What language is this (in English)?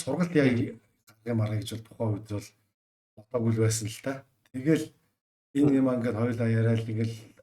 Mongolian